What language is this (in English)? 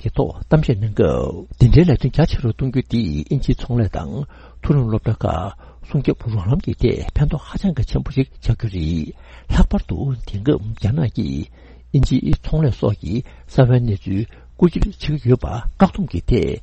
Tibetan